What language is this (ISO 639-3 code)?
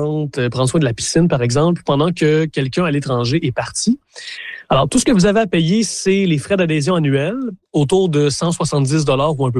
fra